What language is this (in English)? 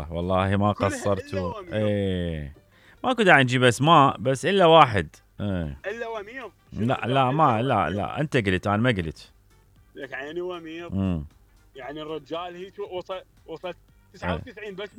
Mesopotamian Arabic